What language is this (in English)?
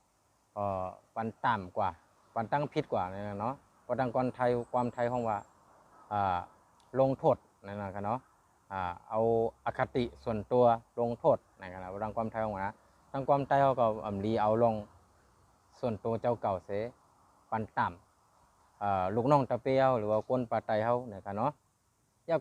Shan